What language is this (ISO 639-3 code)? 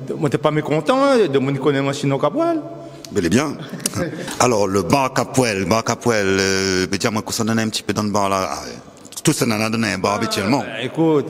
rcf